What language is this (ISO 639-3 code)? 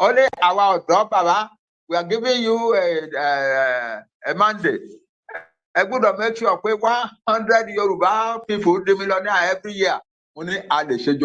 yor